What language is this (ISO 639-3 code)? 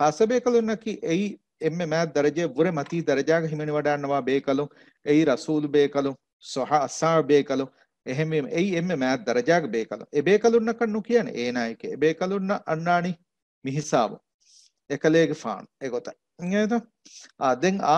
div